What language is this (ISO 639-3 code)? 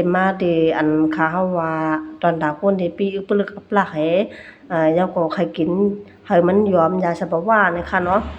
shn